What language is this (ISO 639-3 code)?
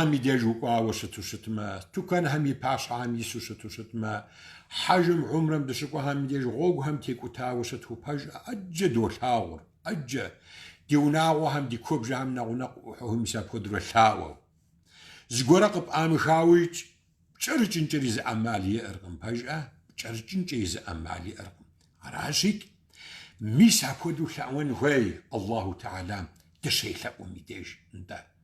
kbd